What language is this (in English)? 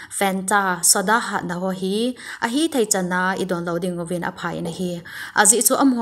Thado Chin